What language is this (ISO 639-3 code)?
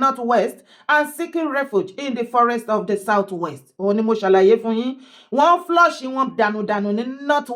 yor